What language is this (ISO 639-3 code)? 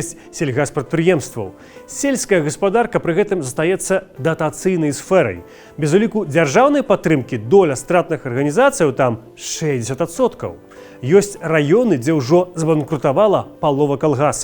bel